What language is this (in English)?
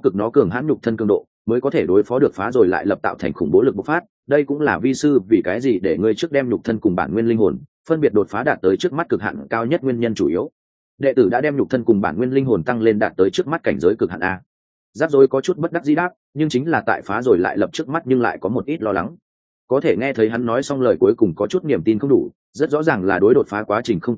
Vietnamese